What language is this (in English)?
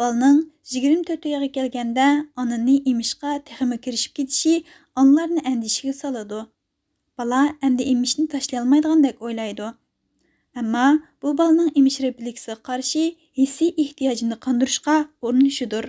Uyghur